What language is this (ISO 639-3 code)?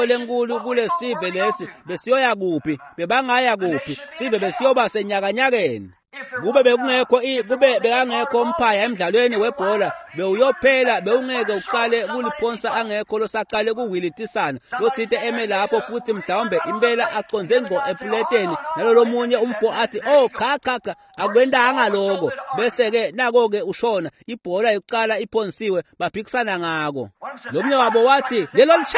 ssw